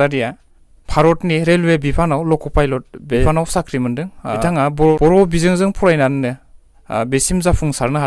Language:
Bodo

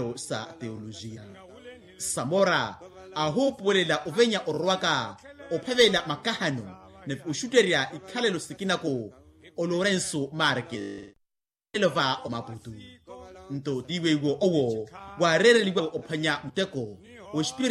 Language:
Makhuwa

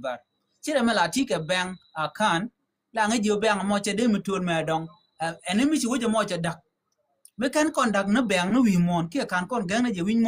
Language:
Nuer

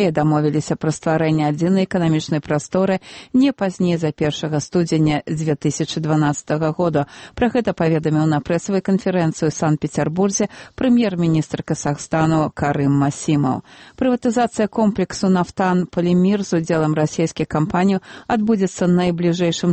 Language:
Belarusian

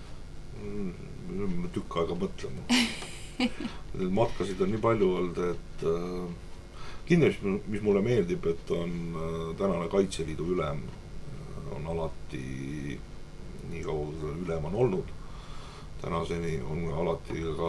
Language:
Estonian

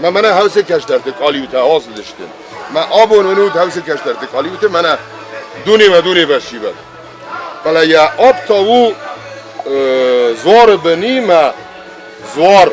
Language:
Ossetic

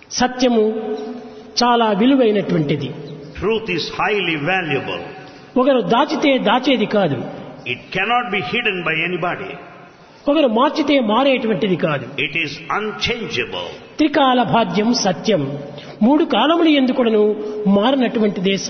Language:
Telugu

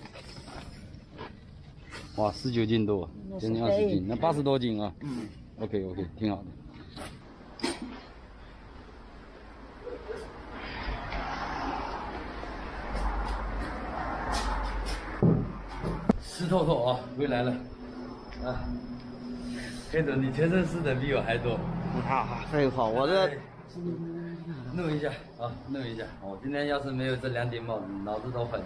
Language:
Chinese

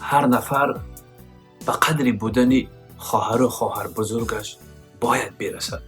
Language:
Tajik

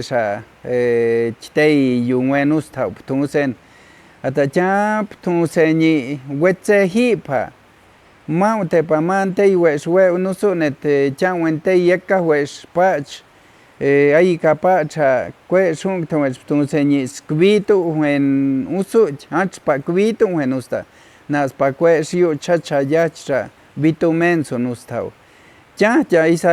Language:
Páez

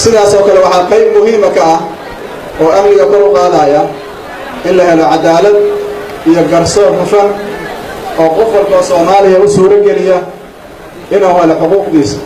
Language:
Somali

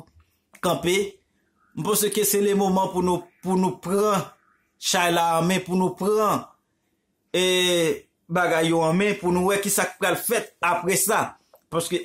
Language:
Haitian Creole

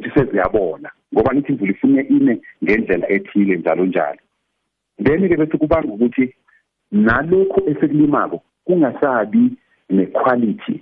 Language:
South Ndebele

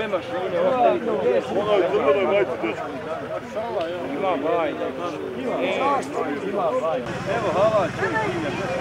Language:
Bosnian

